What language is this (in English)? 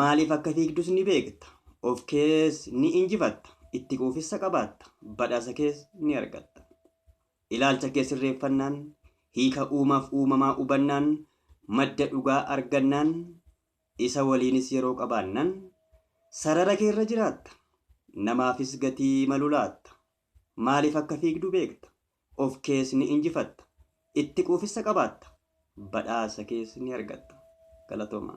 Oromo